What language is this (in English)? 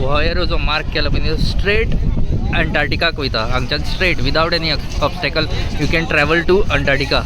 Konkani